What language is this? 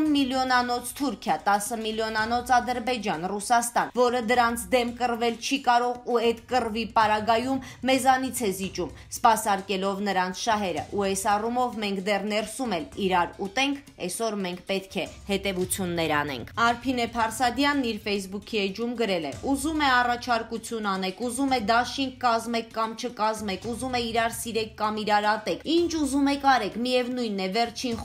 Armenian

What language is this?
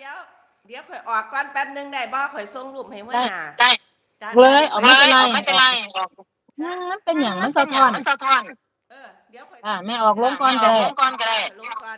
Lao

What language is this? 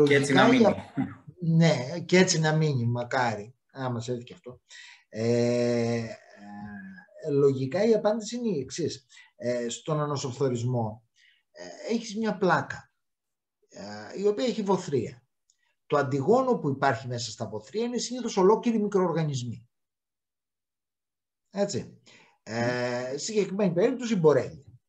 Greek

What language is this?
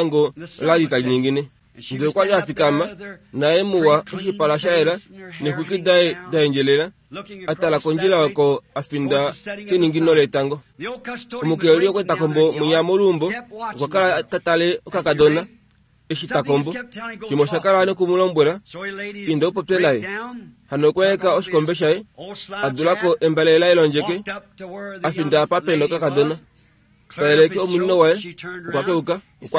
Kuanyama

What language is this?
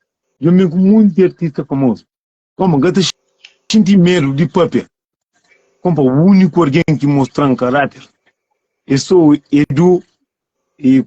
Kabuverdianu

